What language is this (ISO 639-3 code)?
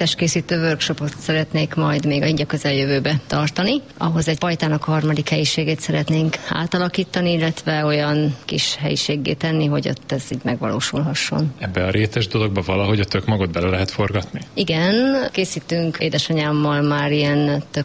hun